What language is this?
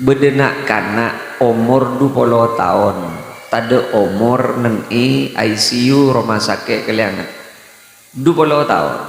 Madurese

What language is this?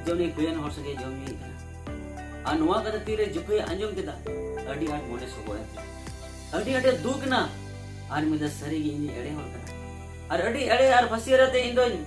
Santali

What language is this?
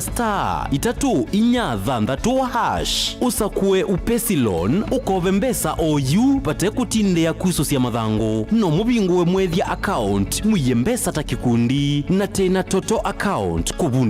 Kamba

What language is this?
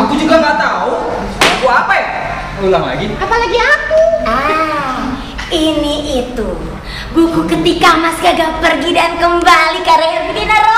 Indonesian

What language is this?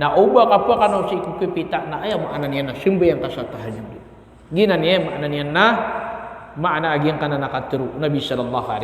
Maranao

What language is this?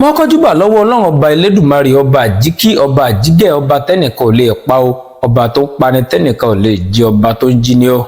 Yoruba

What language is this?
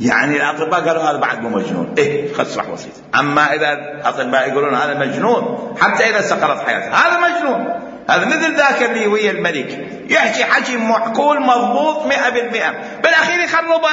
Mesopotamian Arabic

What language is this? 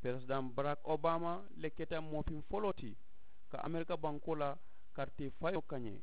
Mandingo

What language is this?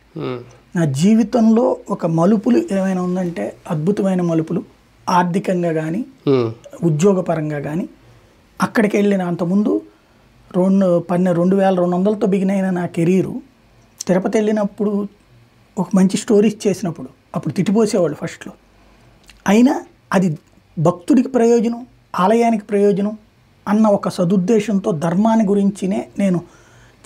Telugu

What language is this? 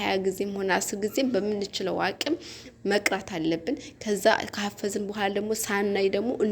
Amharic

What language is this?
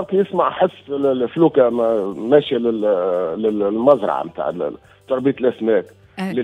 Tunisian Arabic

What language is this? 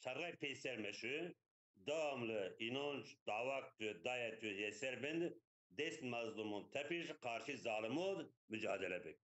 Zaza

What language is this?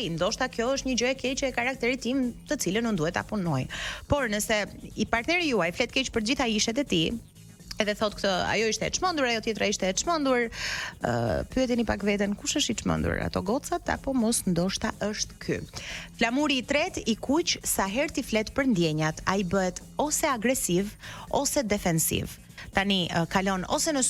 Albanian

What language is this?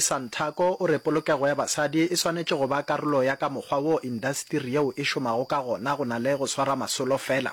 Northern Sotho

